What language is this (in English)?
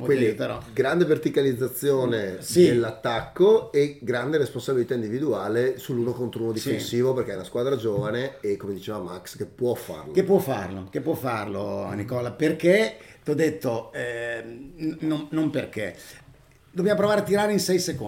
Italian